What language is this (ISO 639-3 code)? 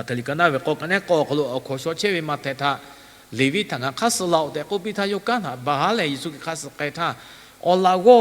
lhu